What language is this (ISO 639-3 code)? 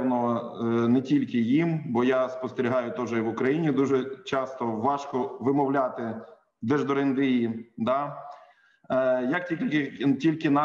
ukr